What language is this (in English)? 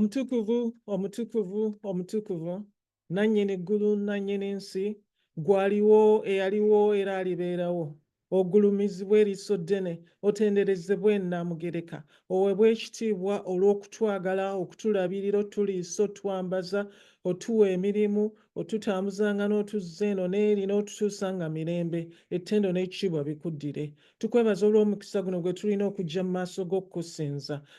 Ganda